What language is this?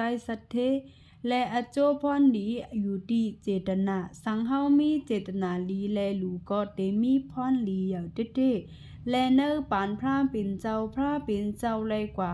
Shan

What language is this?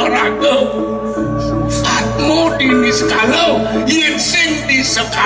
Balinese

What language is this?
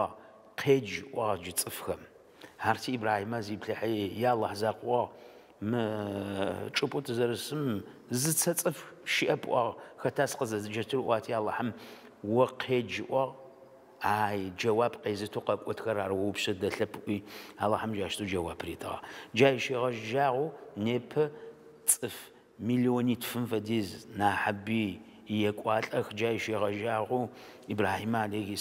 Adyghe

